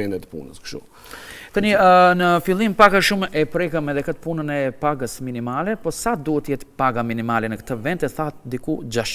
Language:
Albanian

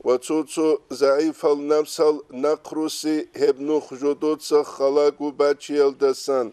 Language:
Avaric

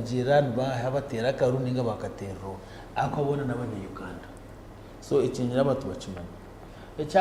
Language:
Nyankole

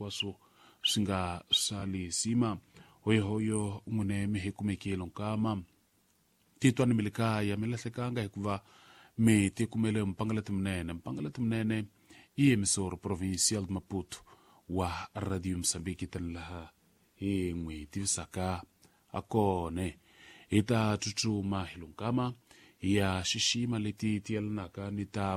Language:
Tsonga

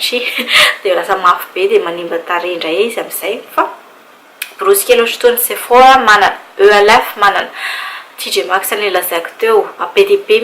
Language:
Malagasy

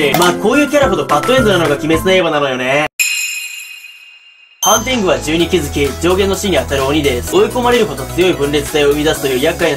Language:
Japanese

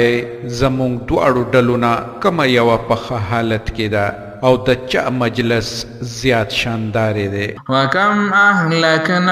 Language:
Pashto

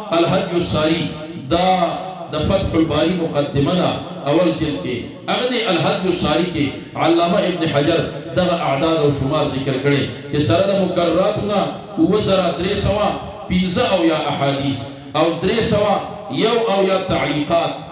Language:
Pashto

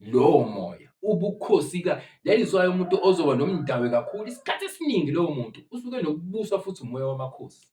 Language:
Zulu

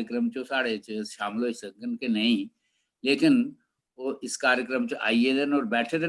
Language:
Dogri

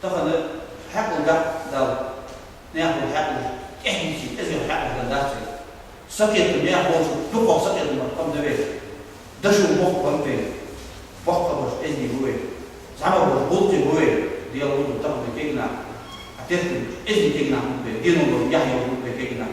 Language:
Ingush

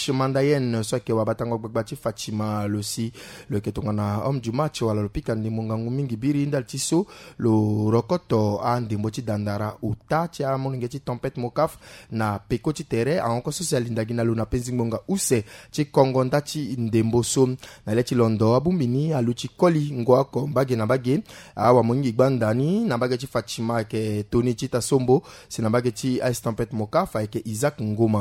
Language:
Sango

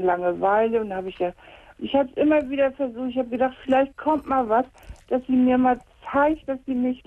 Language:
German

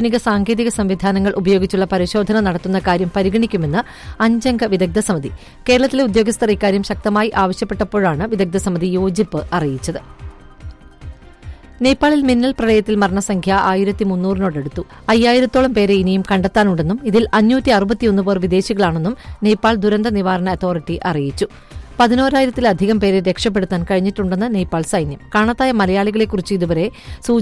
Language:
Malayalam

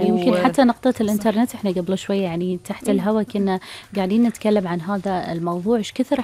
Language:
Gulf Arabic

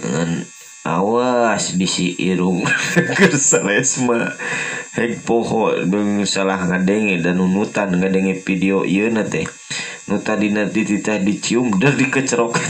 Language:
Sundanese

